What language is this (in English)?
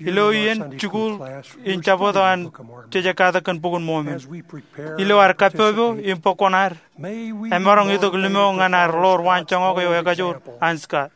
Marshallese